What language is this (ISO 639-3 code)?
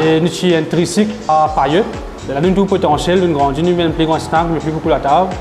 mfe